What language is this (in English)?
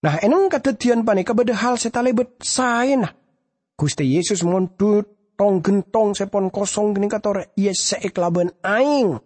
Madurese